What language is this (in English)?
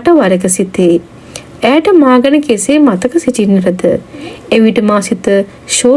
Sinhala